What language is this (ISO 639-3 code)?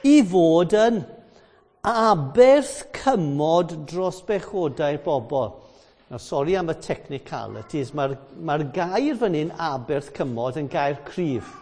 cym